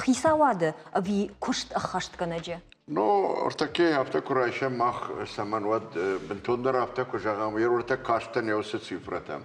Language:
Ossetic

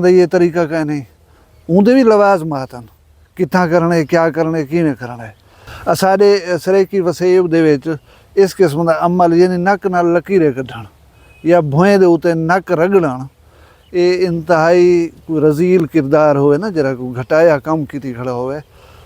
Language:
Saraiki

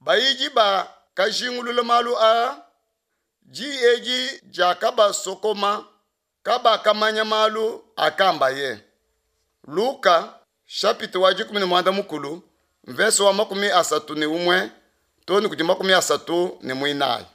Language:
Luba-Lulua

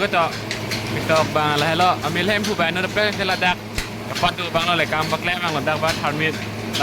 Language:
Karbi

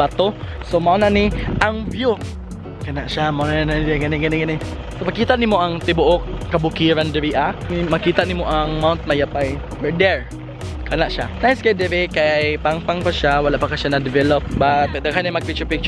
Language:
Cebuano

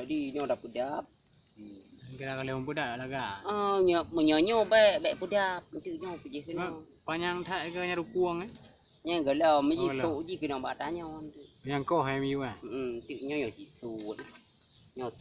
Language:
Achinese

